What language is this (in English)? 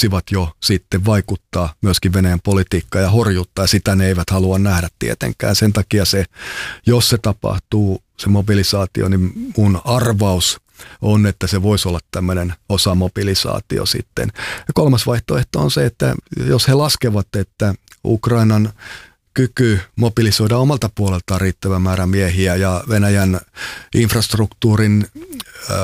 Finnish